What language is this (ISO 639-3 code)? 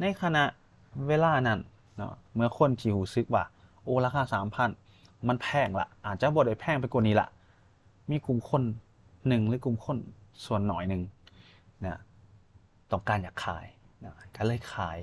lao